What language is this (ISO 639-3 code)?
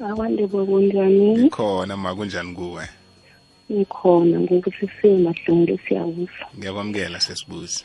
nbl